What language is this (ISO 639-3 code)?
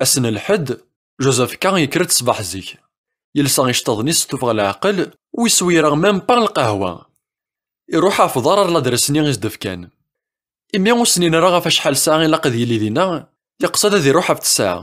kab